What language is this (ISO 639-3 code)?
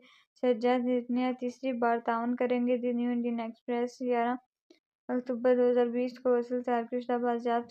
urd